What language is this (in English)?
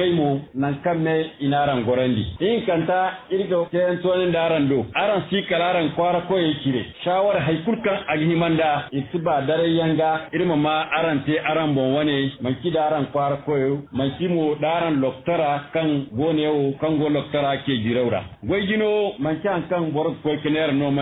Zarma